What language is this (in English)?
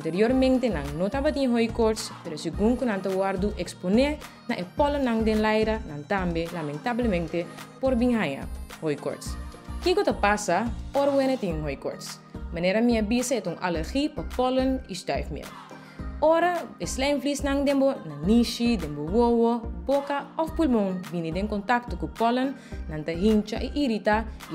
Papiamento